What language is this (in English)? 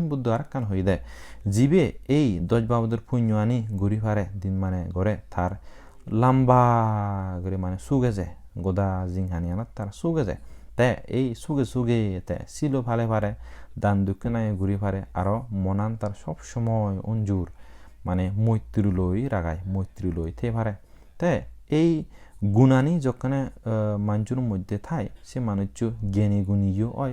Chakma